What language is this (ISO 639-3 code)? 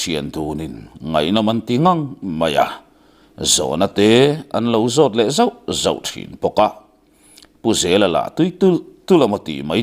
lus